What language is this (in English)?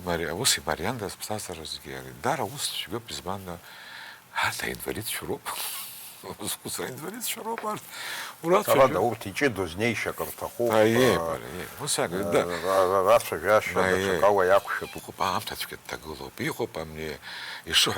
Abkhazian